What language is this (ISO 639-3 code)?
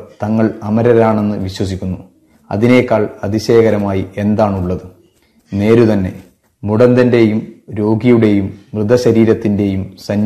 mal